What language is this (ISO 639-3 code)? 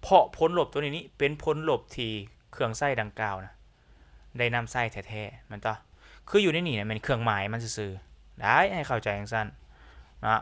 lao